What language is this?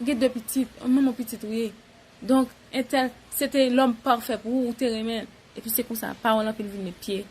Haitian Creole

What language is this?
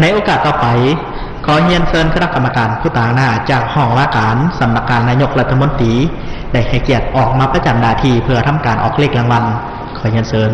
Lao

